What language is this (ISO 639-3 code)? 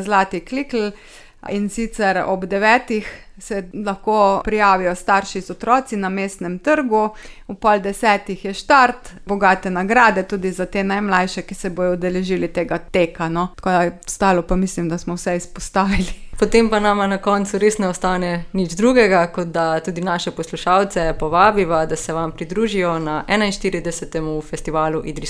slv